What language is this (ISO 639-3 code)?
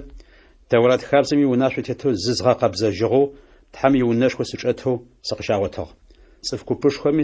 ady